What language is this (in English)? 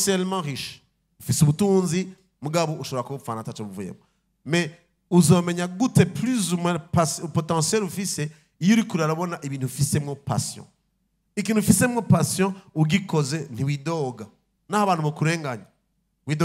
Rundi